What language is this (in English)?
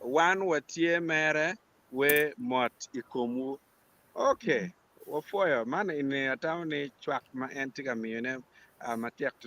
Acoli